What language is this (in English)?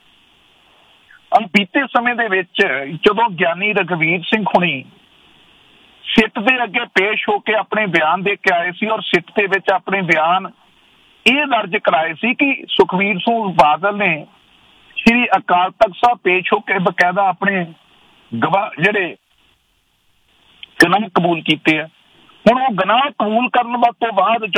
Punjabi